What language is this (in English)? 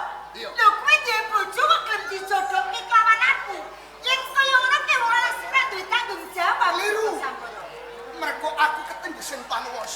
Javanese